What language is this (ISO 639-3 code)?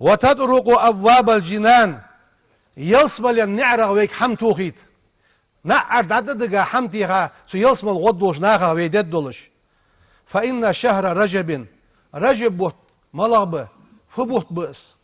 inh